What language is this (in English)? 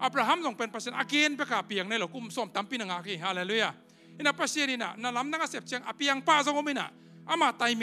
Tedim Chin